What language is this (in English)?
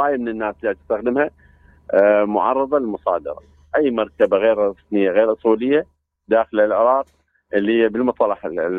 Mesopotamian Arabic